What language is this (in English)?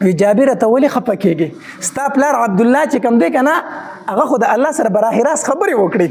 Pashto